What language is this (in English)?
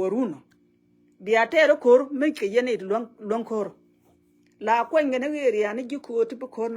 Nuer